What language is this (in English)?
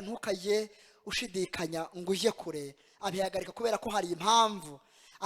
Kinyarwanda